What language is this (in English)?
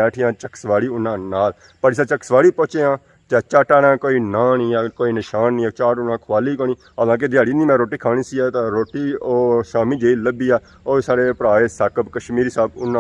Pahari-Potwari